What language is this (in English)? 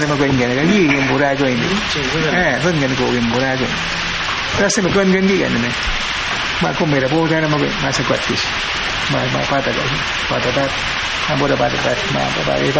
Awa-Cuaiquer